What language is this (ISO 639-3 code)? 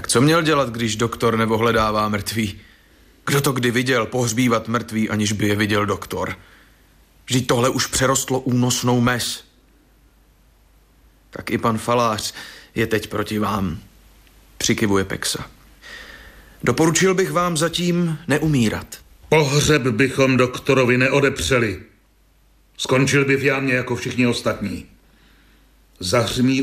ces